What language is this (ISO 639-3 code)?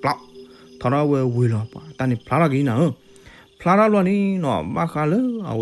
ksw